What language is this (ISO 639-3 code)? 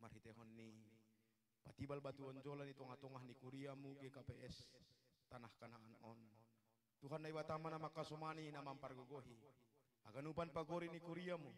bts